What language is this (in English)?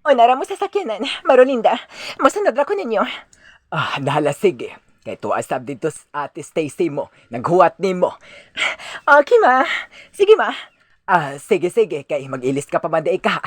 Cebuano